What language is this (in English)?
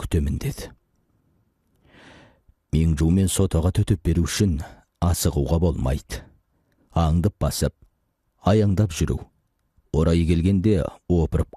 Kazakh